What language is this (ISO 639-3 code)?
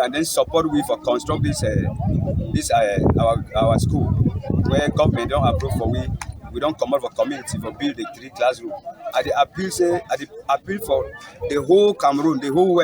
wes